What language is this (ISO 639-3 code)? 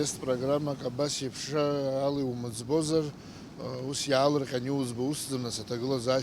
abk